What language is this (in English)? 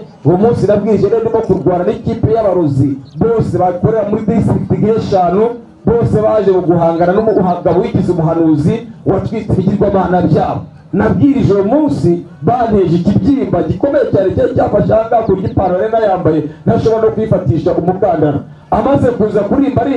Kinyarwanda